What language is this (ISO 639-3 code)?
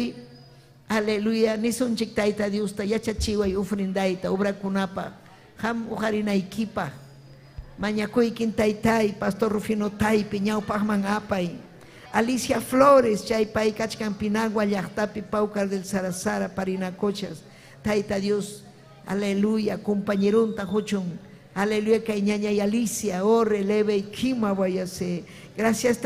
quy